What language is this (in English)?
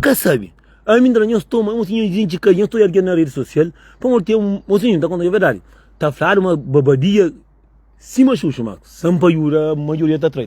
Kabuverdianu